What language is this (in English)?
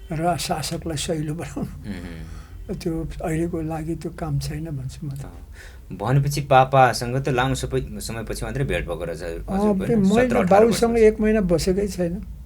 Nepali